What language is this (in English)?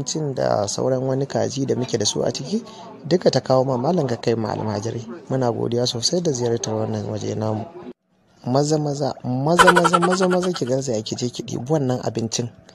Hausa